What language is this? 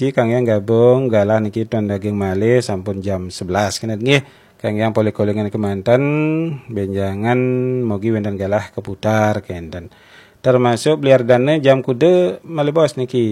Balinese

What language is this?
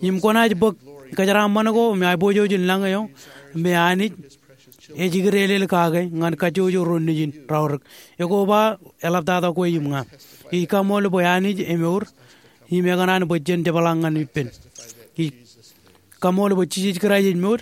Marshallese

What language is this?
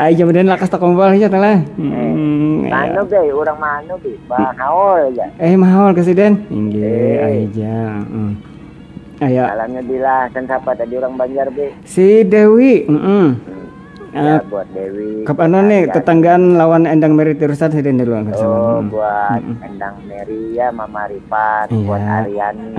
Banjar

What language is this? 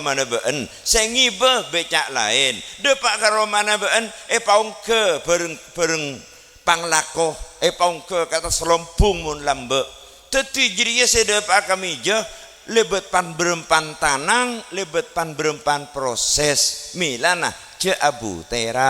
Madurese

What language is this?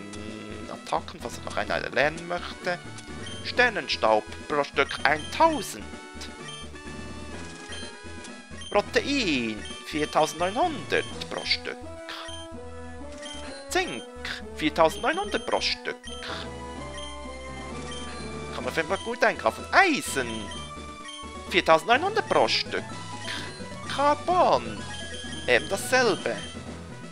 German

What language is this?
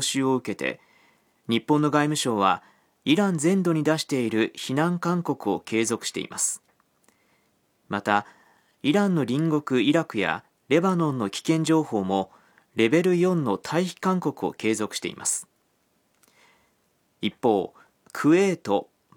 Japanese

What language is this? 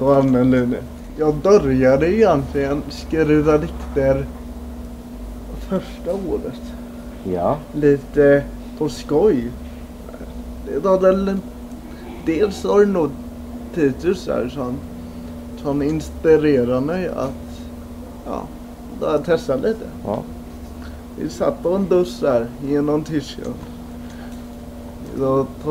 Swedish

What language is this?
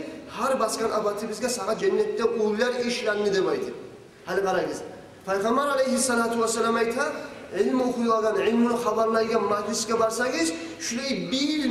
Kumyk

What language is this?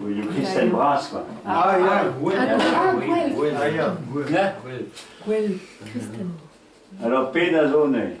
Breton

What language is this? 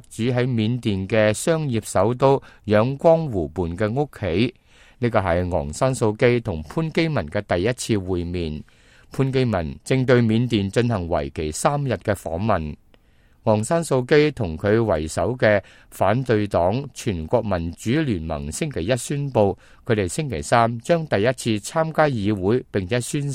Cantonese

